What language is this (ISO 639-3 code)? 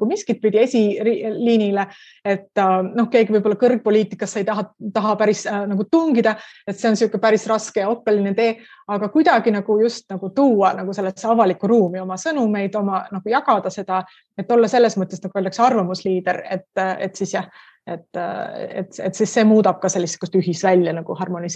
est